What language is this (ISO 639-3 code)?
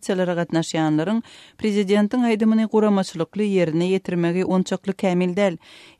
tuk